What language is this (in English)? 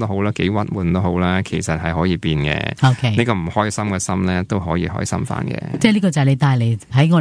Cantonese